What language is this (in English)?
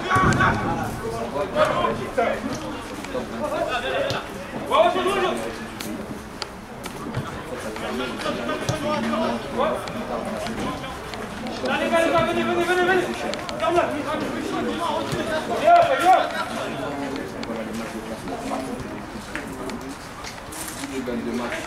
French